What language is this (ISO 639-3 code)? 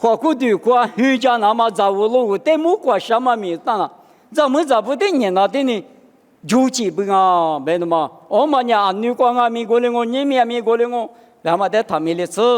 lis